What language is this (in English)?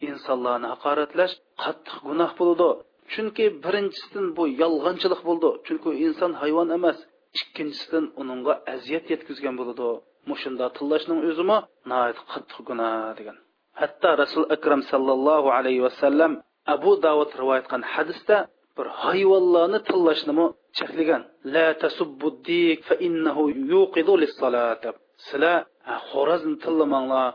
Uyghur